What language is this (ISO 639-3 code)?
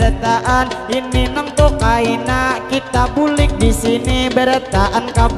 bjn